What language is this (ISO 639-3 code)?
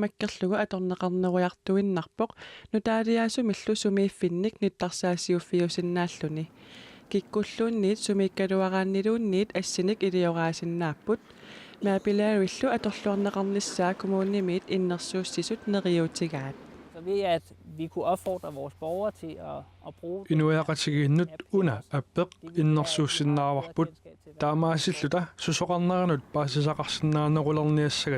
kal